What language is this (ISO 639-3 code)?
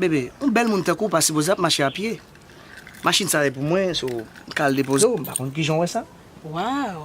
hat